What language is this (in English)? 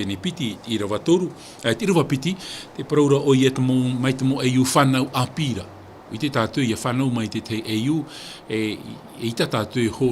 Tahitian